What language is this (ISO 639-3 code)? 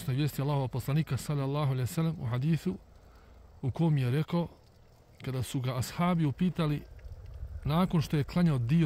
bos